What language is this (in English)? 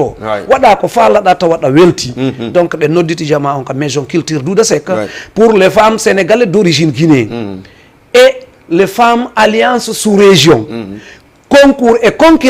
Fula